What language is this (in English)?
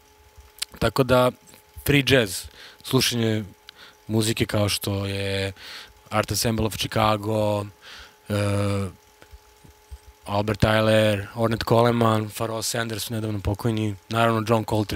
Serbian